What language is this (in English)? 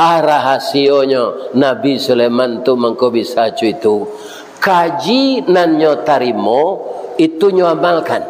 Minangkabau